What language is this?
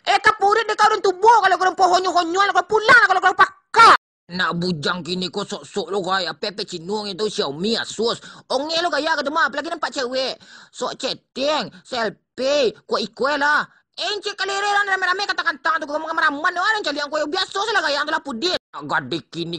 Minangkabau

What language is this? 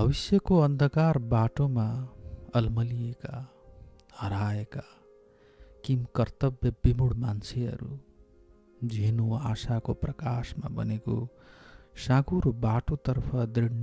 Nepali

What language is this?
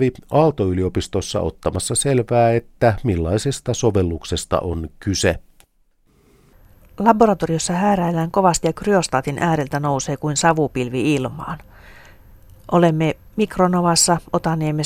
Finnish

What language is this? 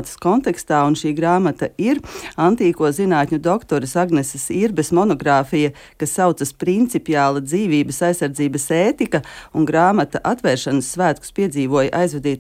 Latvian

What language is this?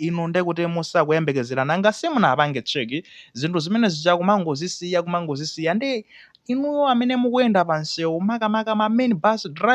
Nyanja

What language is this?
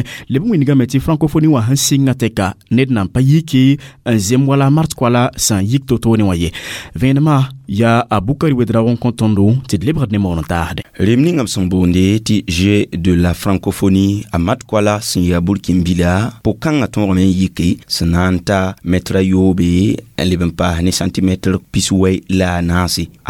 Mossi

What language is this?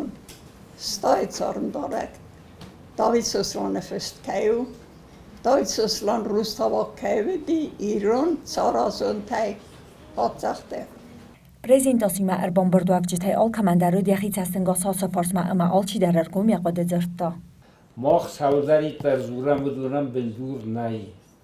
Ossetic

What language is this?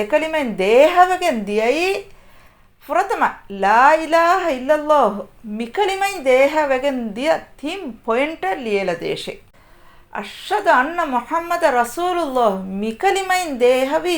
Divehi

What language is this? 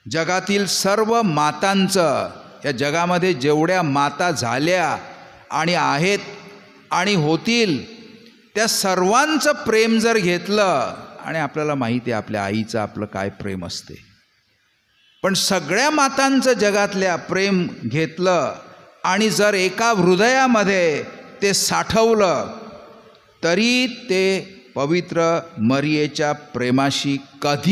Marathi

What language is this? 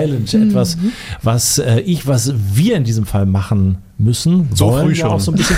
German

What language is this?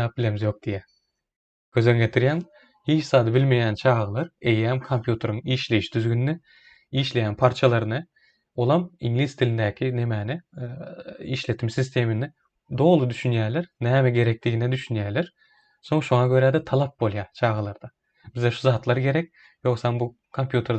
Turkmen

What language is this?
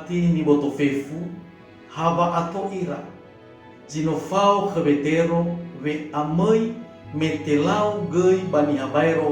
Nias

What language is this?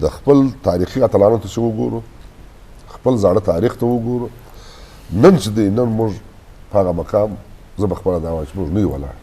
Eastern Balochi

